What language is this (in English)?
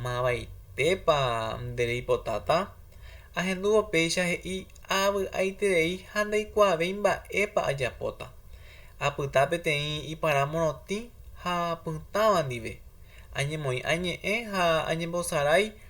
Guarani